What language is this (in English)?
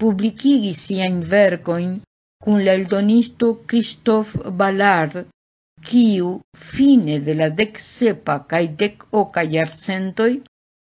Esperanto